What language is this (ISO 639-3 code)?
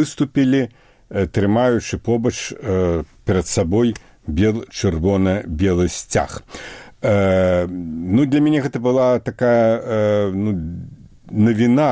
bel